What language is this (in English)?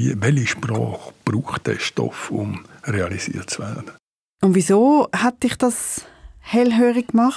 Swiss German